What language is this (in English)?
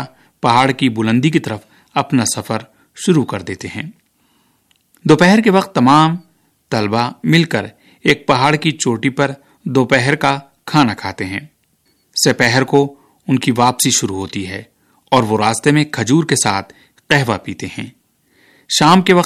Urdu